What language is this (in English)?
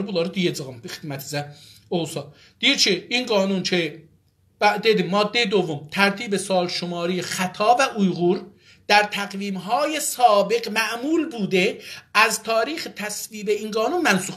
South Azerbaijani